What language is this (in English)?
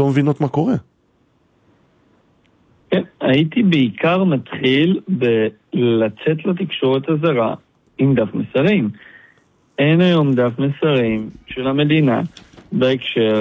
Hebrew